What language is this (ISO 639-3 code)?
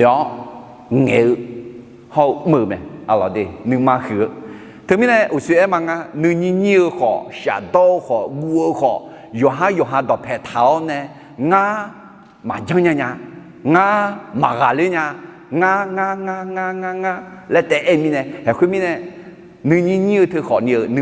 ahk